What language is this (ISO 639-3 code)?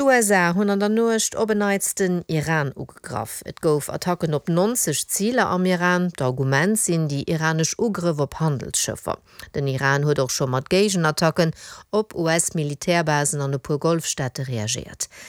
ltz